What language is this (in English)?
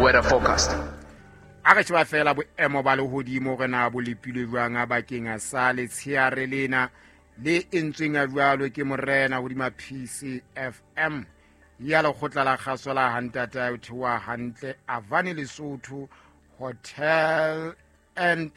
Southern Sotho